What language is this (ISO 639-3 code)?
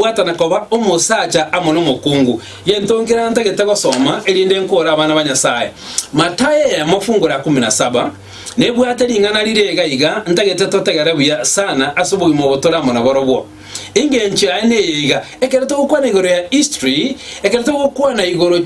guz